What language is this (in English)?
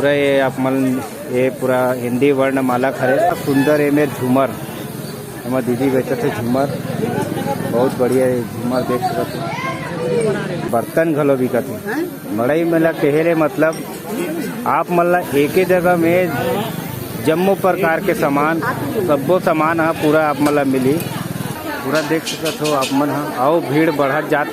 Chhattisgarhi